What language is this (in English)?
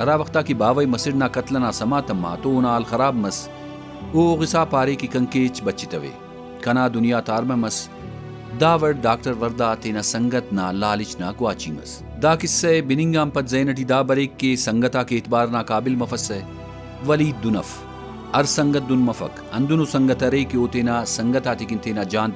Brahui